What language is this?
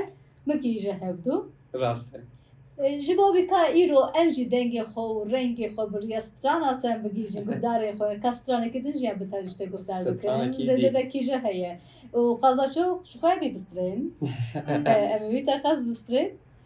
Kurdish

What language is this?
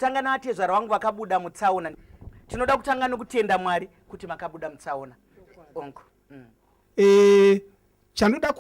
Shona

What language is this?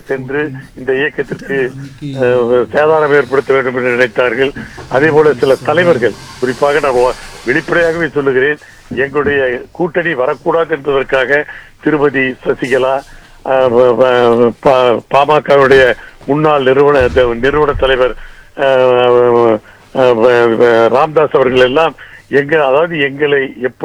Tamil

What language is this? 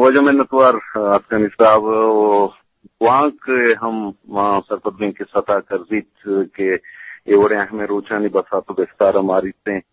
Eastern Balochi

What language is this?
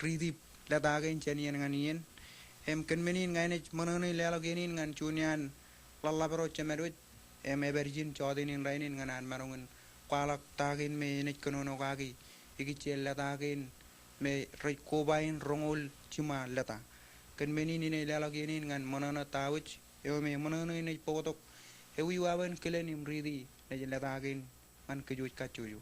Marshallese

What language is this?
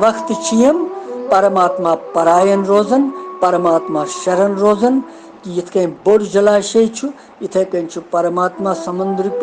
Kashmiri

